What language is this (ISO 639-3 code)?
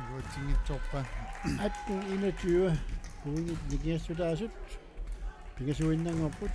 kal